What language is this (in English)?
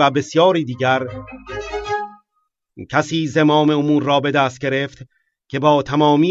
Persian